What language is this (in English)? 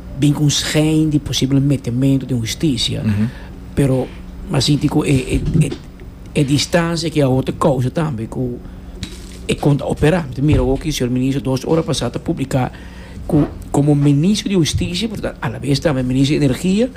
Papiamento